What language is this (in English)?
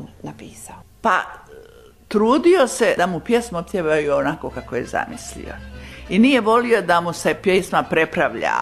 Croatian